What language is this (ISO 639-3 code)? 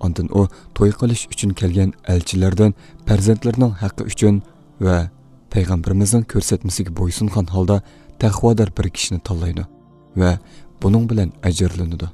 uig